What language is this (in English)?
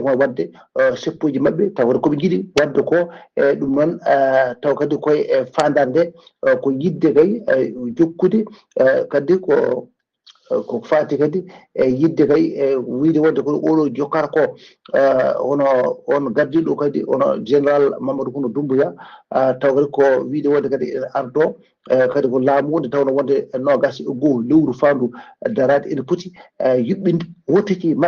Fula